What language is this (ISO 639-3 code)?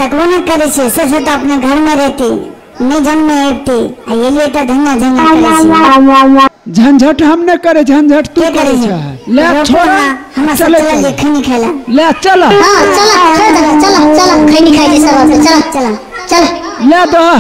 mai